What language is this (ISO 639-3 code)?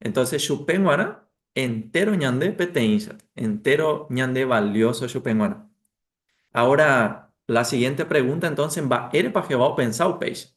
grn